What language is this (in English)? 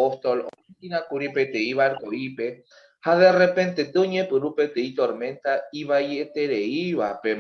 Guarani